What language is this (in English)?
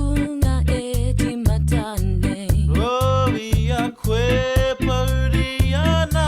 Māori